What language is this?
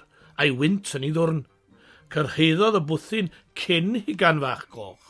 Welsh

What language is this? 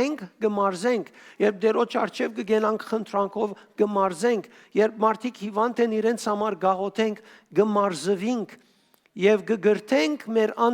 Western Armenian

